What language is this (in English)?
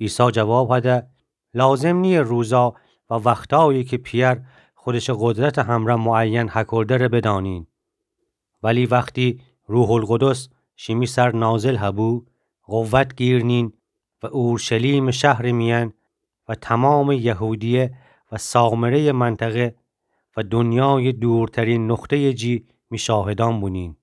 Gilaki